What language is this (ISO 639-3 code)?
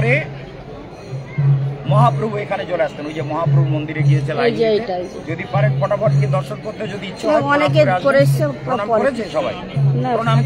ben